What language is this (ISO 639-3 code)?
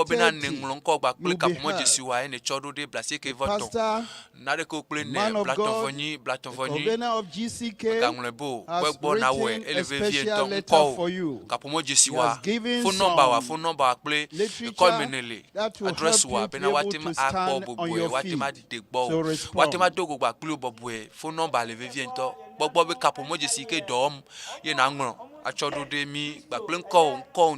ewe